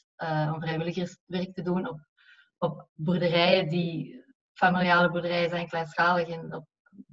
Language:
Dutch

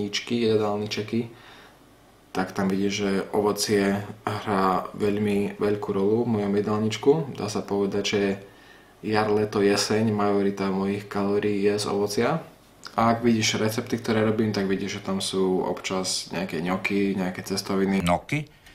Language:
Slovak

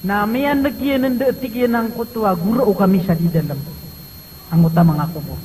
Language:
Maranao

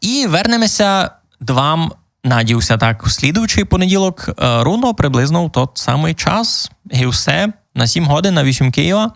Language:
Rusyn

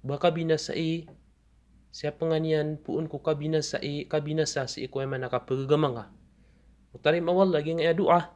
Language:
Maranao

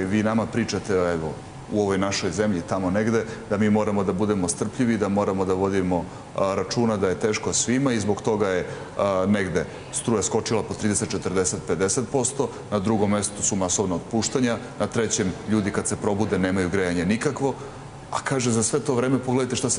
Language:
Serbian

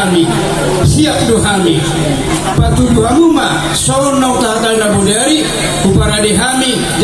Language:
Batak Toba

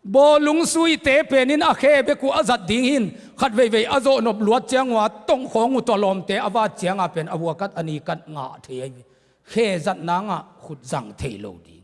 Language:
Tedim Chin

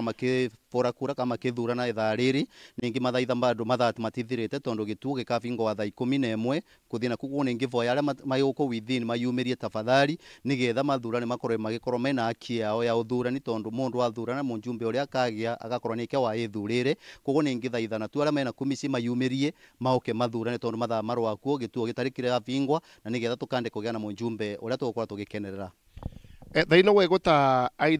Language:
Meru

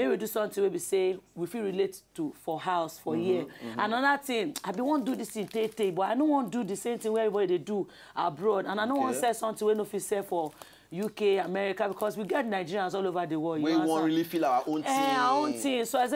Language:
Nigerian Pidgin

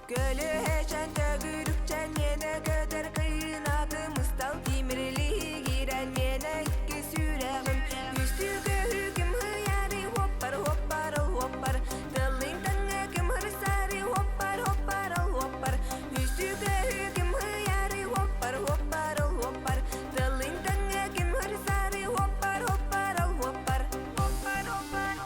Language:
Yakut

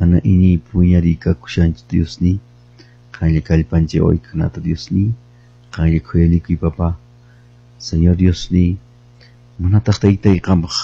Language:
Quechua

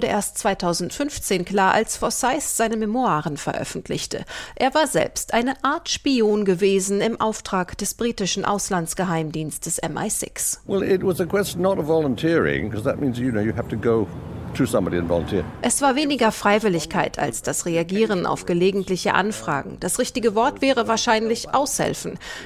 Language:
German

